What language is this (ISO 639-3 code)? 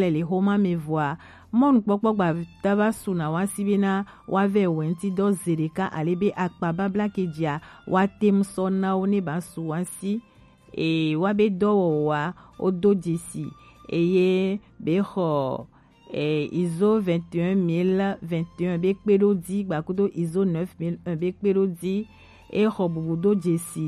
gej